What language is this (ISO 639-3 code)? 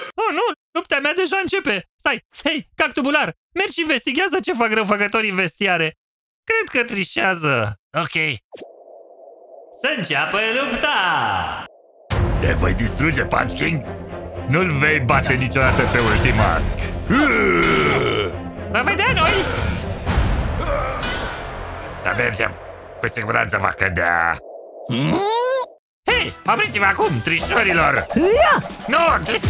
ron